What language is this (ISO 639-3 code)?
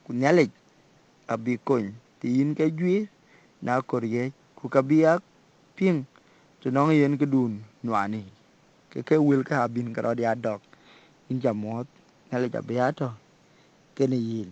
din